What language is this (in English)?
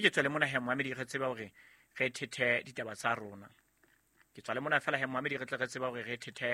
Southern Sotho